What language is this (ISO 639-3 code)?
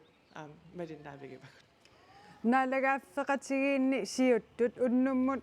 kal